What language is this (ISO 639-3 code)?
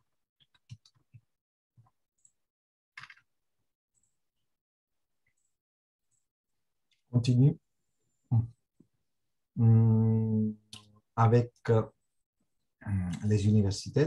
fra